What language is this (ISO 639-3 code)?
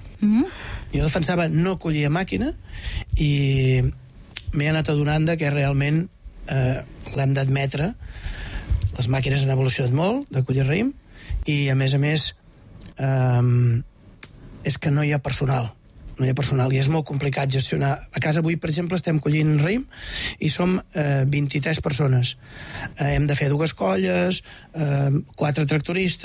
cat